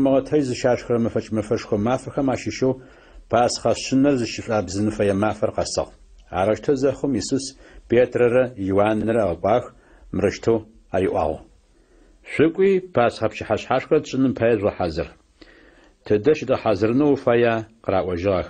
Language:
Adyghe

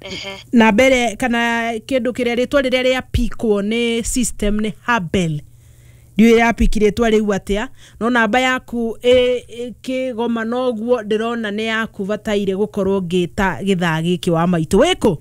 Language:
Kikuyu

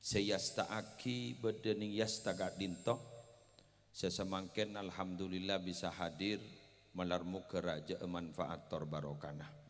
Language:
Madurese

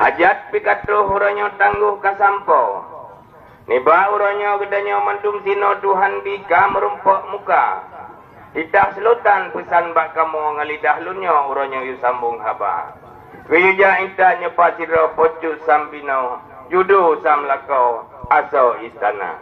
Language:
Achinese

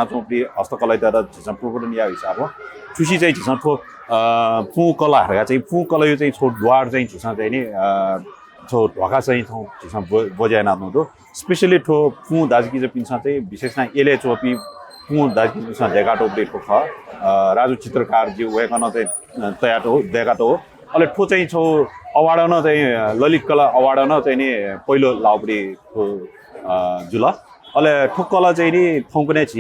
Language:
Newari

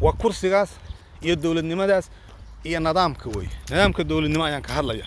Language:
Somali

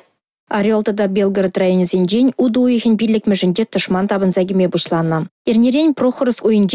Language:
Chuvash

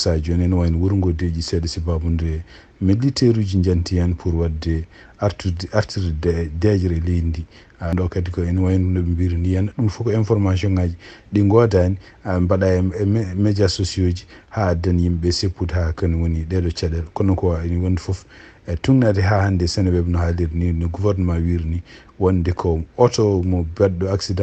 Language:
Fula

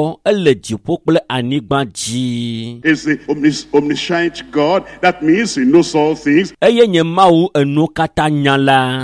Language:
Ewe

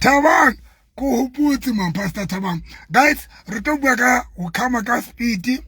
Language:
Southern Sotho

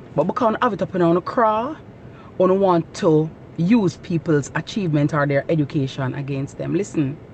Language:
Jamaican Creole English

